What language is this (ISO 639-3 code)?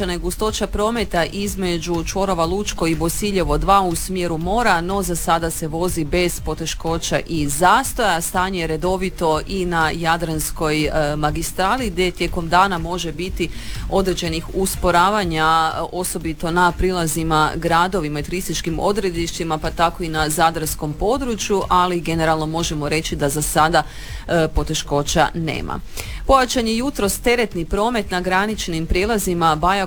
hrv